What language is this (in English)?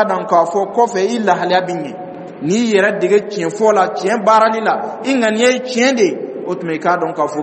Dyula